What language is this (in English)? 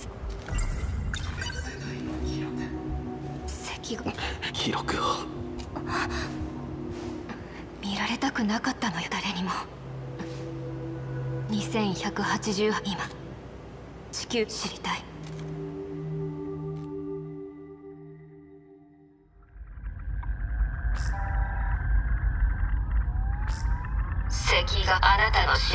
Japanese